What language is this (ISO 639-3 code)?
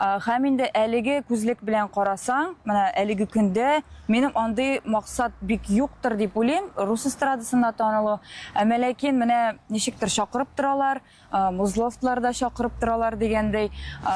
tat